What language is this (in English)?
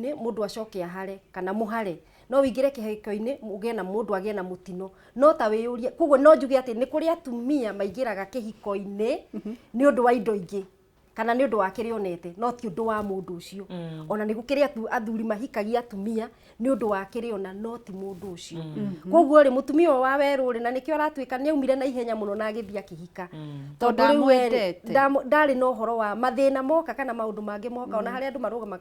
Kikuyu